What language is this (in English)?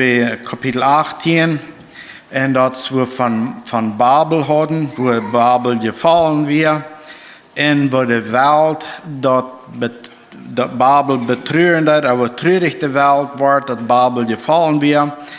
Plautdietsch